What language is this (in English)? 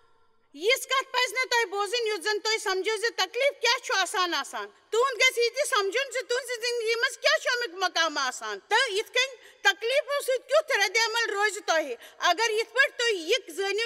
Kashmiri